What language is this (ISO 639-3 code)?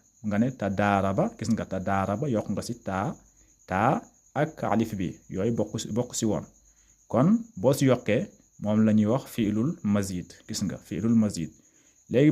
wol